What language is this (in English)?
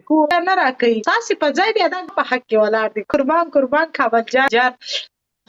Pashto